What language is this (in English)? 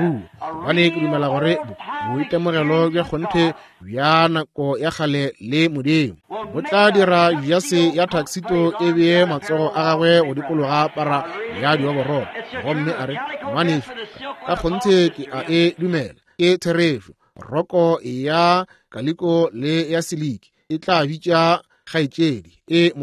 Northern Sotho